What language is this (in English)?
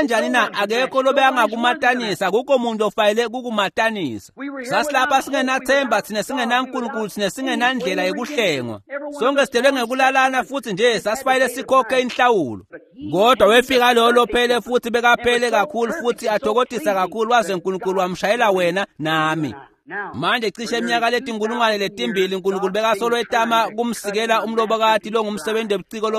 Swati